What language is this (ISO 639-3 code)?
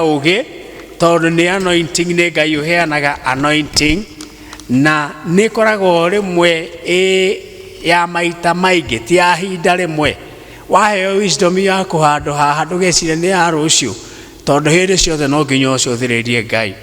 kik